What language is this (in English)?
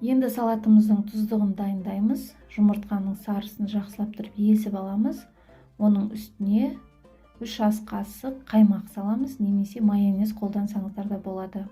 Kazakh